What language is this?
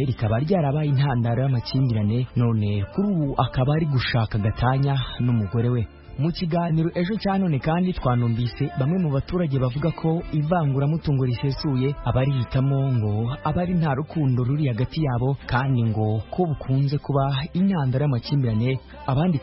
Kinyarwanda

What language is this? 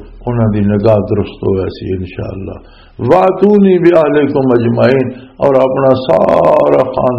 Western Panjabi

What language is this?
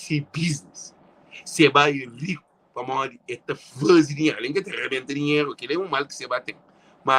Kabuverdianu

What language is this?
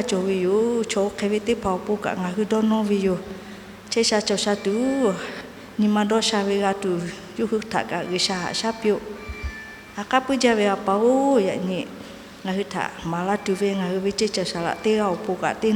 Lahu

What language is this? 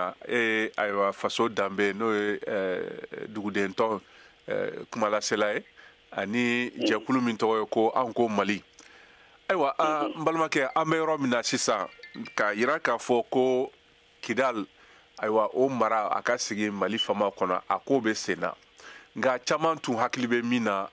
Bambara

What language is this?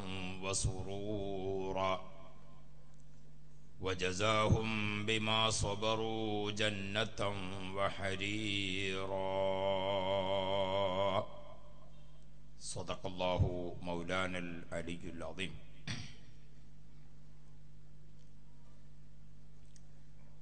Malayalam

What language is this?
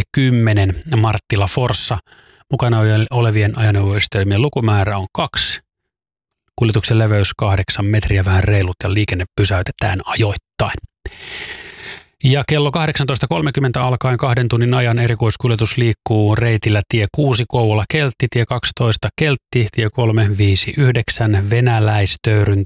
Finnish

